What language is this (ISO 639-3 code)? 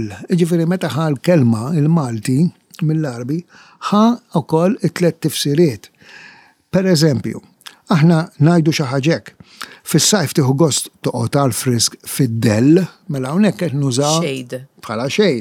mlt